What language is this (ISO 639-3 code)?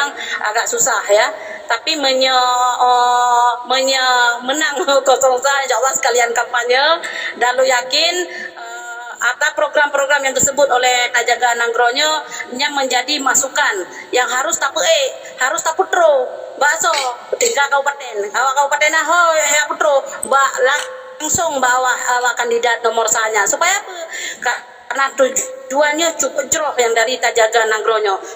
ace